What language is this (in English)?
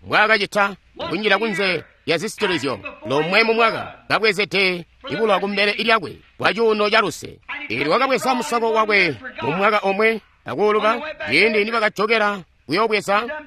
Tonga (Zambia)